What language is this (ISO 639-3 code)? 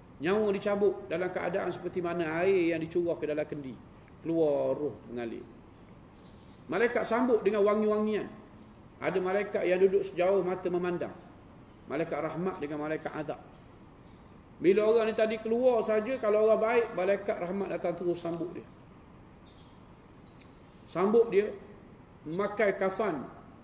msa